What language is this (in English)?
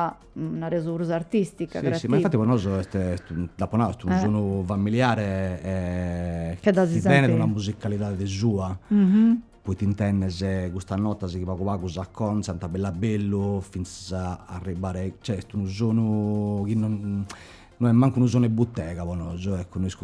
Sardinian